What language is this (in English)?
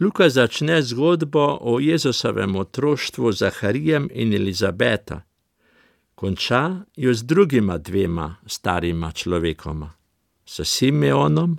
Slovenian